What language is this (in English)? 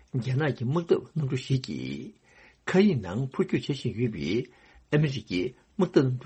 Tibetan